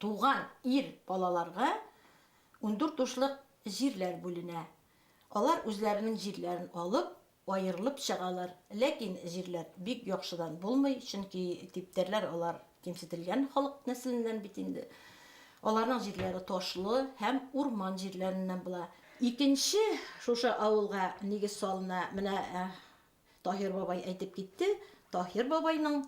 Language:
Bashkir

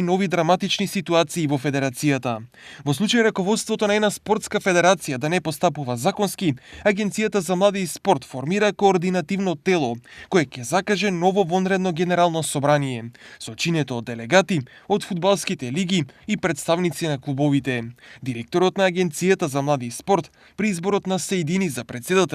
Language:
Macedonian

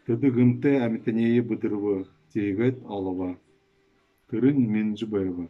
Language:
Buriat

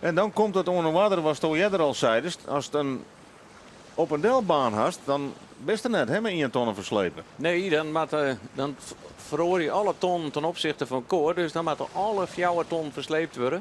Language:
Western Frisian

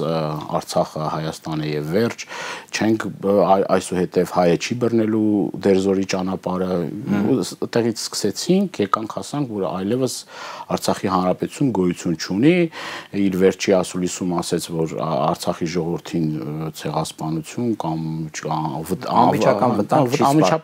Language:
Armenian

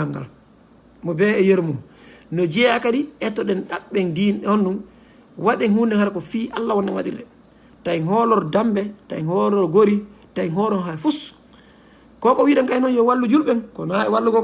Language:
Fula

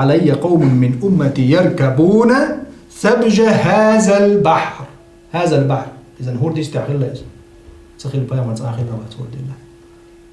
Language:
Chechen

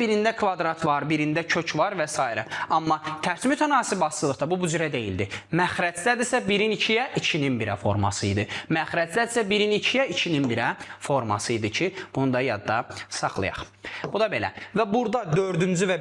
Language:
Azerbaijani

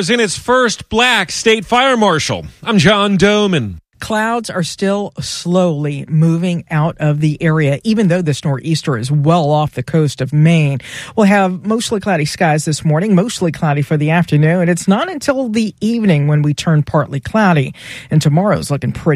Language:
English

